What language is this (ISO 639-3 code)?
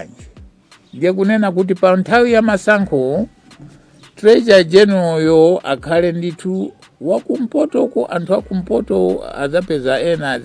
nya